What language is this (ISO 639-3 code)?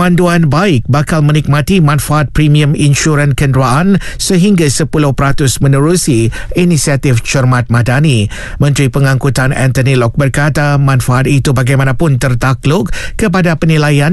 msa